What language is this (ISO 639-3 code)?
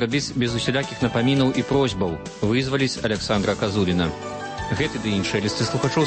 bel